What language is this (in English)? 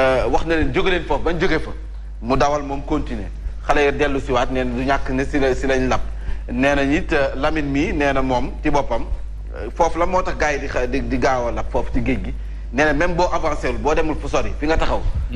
Wolof